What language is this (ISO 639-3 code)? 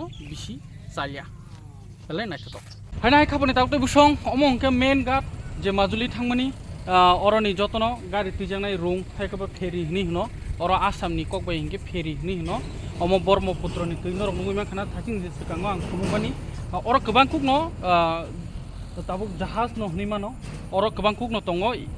trp